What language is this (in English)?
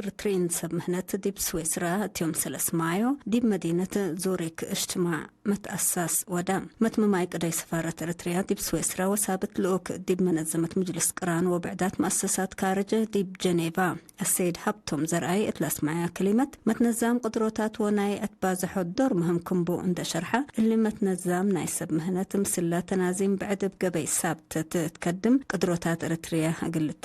Tigre